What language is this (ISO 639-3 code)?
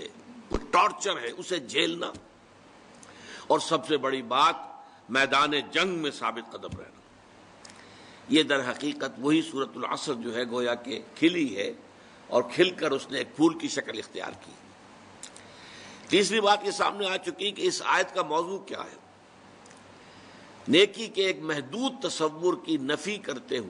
urd